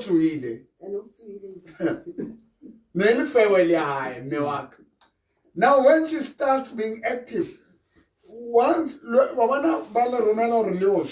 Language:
Southern Sotho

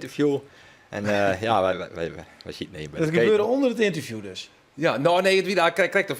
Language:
Western Frisian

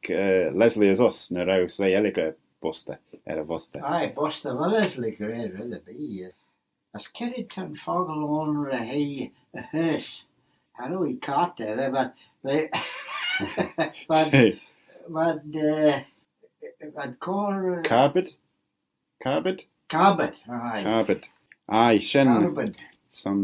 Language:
Manx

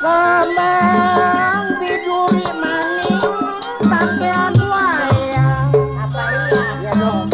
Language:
Betawi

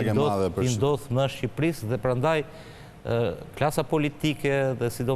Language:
Albanian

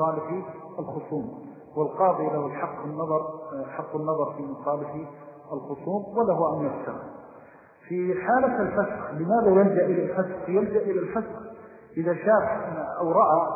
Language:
Arabic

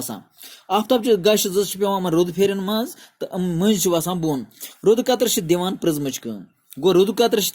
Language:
Kashmiri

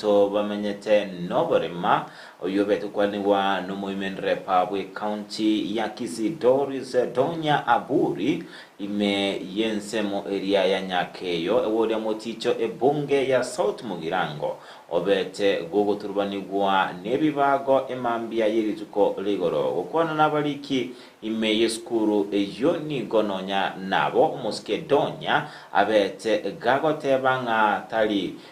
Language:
Gusii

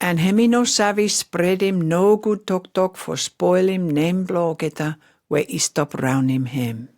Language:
Pijin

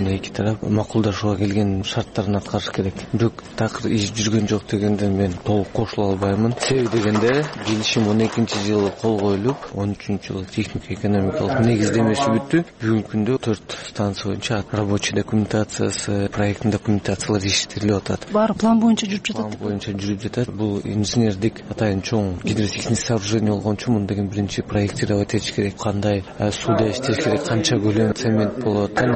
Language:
Kyrgyz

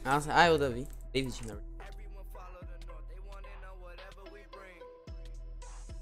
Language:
Portuguese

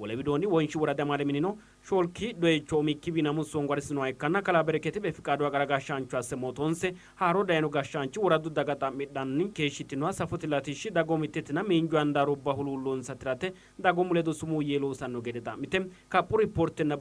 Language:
Sidamo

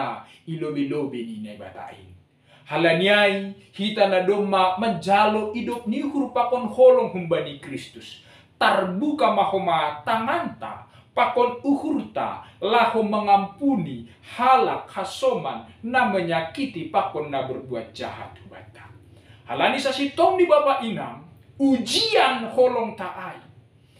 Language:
Batak Simalungun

